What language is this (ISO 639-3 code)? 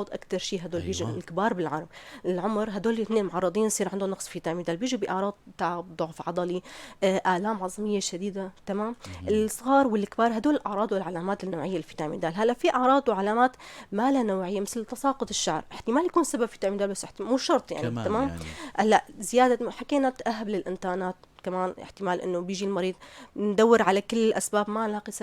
apc